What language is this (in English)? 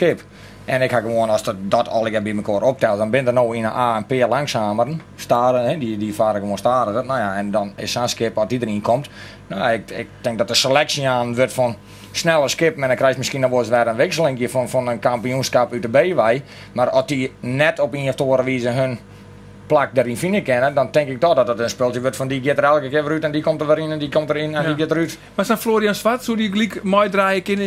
Western Frisian